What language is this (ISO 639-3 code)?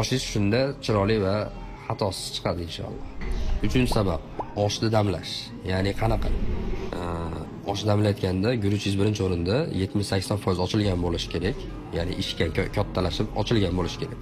uzb